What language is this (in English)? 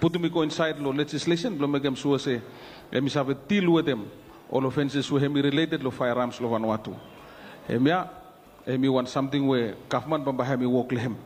Bislama